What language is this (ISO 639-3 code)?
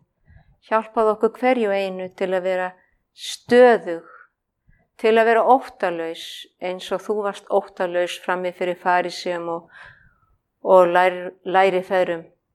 isl